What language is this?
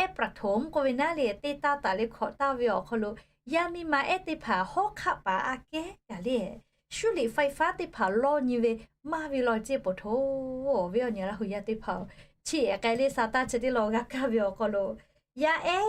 Lahu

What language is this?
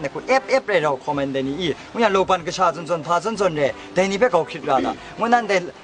Kachin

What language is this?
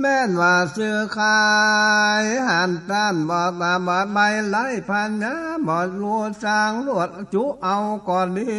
Northern Thai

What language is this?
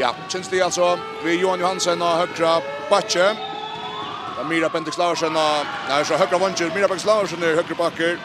Faroese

